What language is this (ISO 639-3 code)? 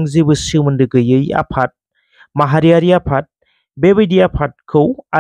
brx